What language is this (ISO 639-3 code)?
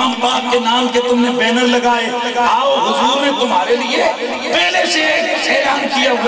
urd